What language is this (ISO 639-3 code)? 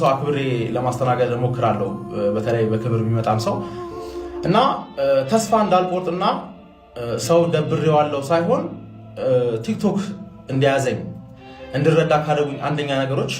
amh